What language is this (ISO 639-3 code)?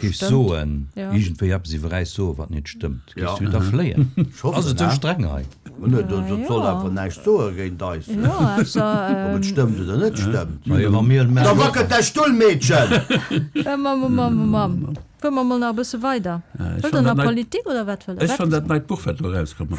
ltz